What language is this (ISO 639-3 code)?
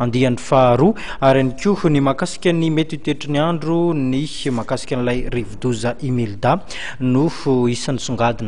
mlg